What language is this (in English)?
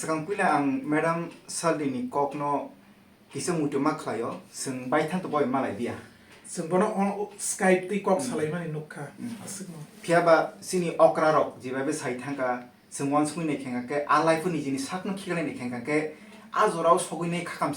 Kok Borok